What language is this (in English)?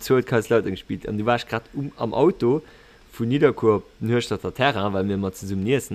Luxembourgish